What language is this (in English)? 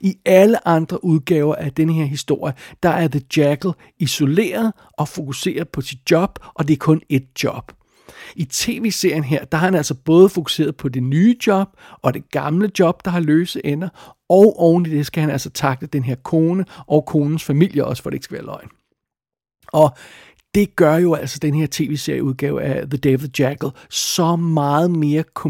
Danish